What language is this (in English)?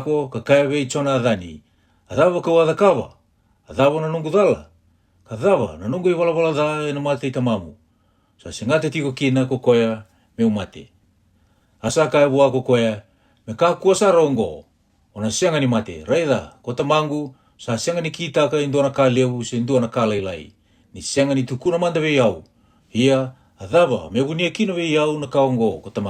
Fijian